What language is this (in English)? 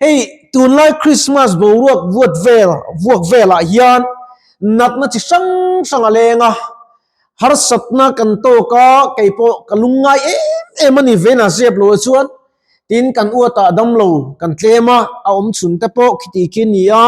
Mizo